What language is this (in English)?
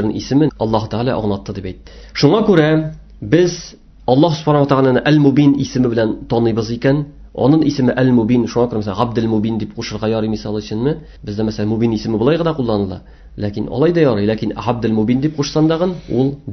Tatar